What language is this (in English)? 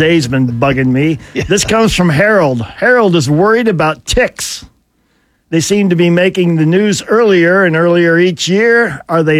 English